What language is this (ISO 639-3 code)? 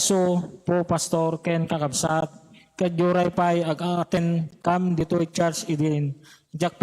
ilo